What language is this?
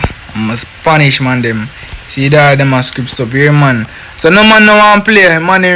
Jamaican Creole English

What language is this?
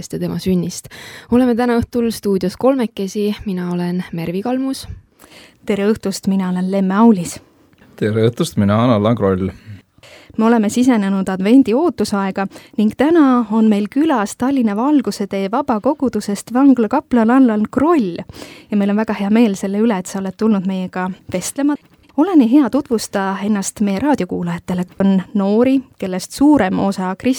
Estonian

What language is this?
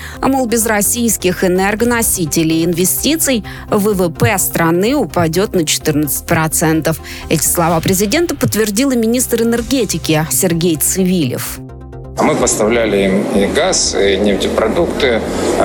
Russian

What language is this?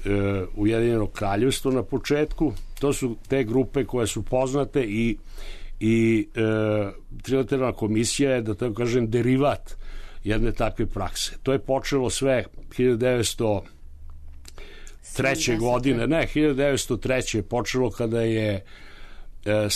Serbian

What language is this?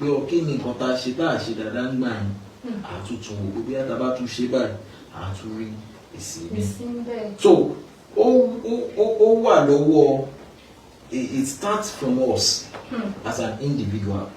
Yoruba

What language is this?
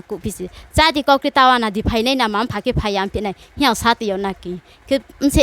Riang (India)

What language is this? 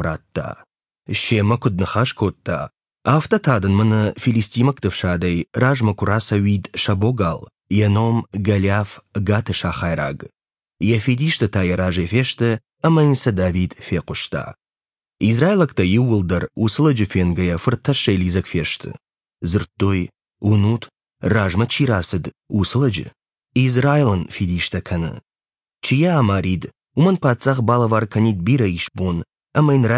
Ossetic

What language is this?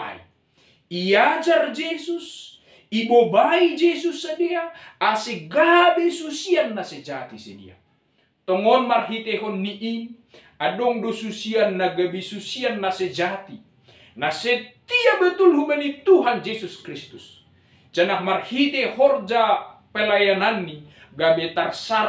Batak Simalungun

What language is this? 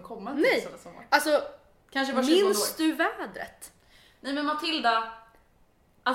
Swedish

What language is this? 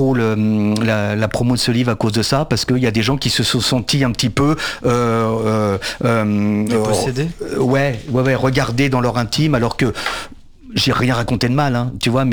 French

